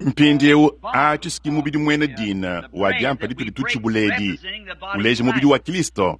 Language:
Luba-Lulua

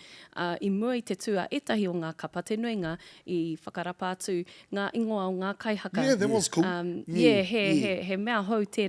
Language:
Māori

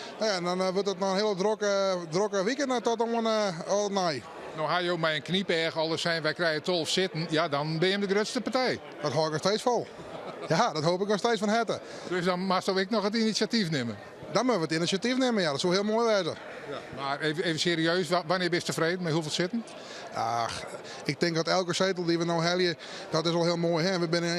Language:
Western Frisian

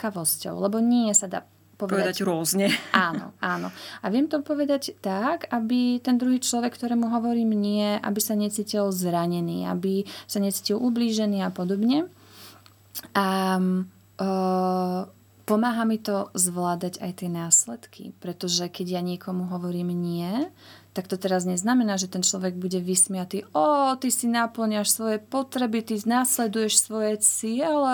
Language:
Slovak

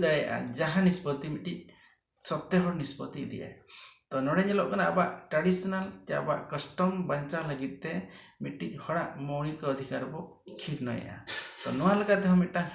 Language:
Santali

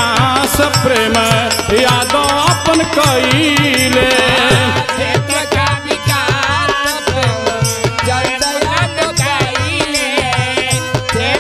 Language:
Bhojpuri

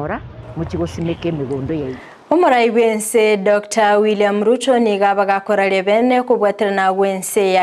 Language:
Gusii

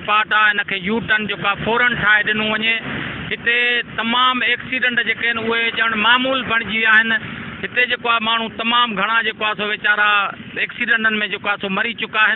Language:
Sindhi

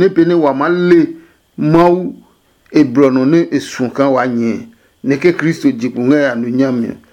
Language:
Adangme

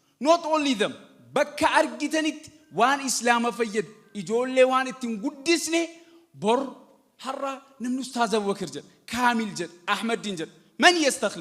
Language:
Oromo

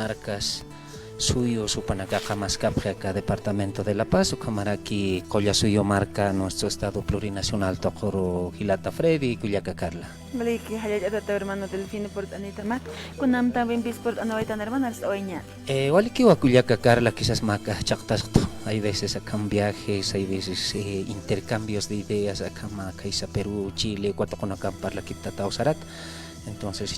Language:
Aymara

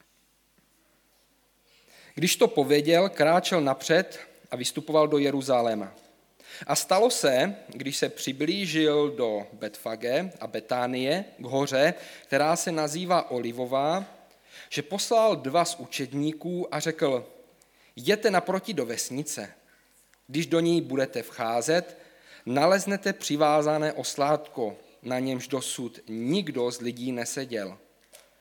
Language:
Czech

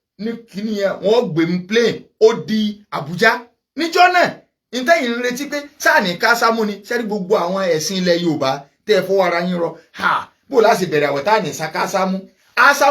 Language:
Yoruba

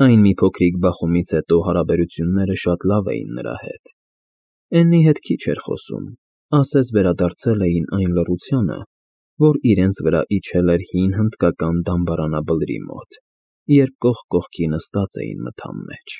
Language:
Armenian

